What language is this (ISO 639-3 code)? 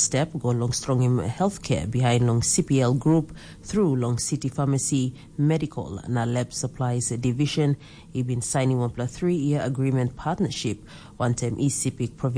tpi